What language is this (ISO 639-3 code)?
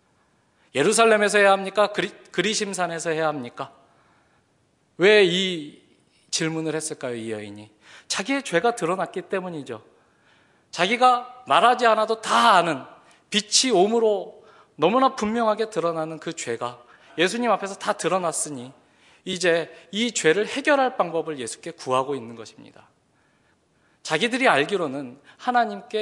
kor